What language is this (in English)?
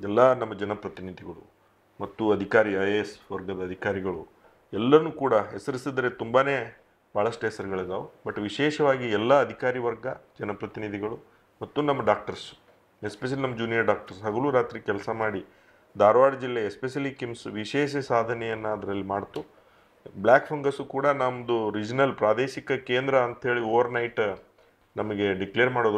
Kannada